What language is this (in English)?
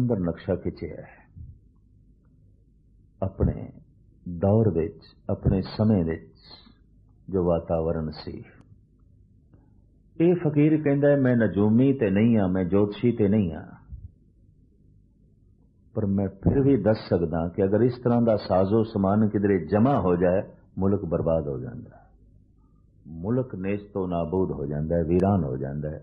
Punjabi